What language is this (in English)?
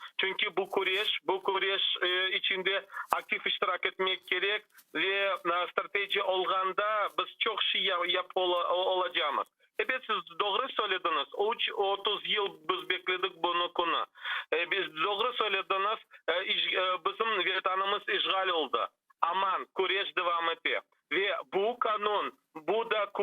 Crimean Tatar